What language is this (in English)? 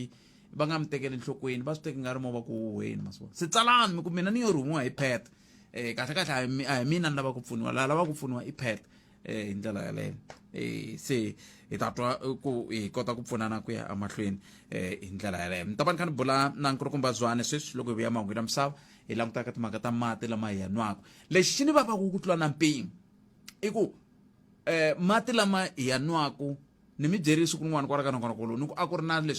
Tsonga